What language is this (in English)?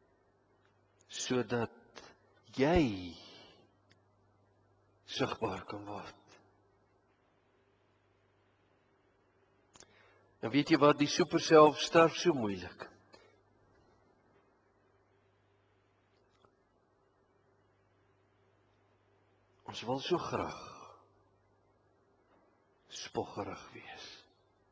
Afrikaans